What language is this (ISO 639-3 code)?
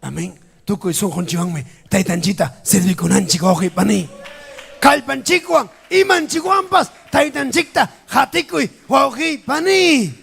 quy